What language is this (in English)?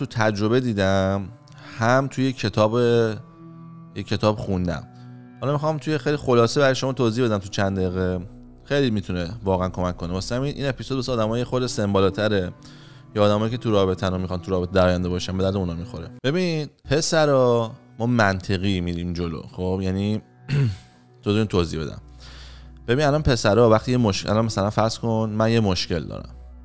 Persian